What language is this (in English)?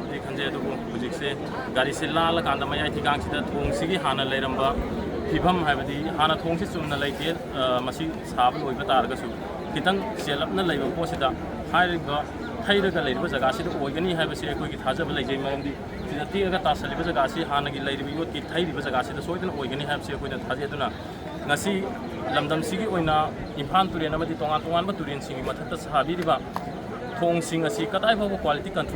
Manipuri